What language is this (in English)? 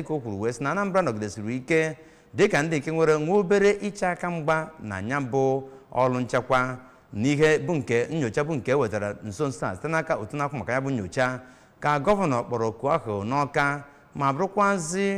Igbo